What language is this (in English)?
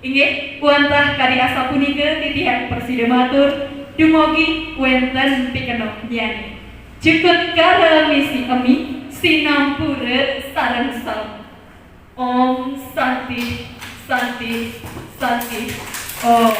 Balinese